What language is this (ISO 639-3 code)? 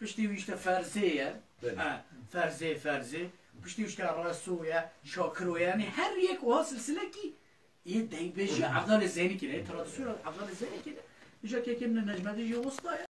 kur